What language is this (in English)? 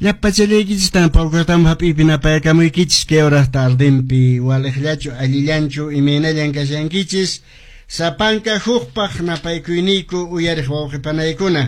Quechua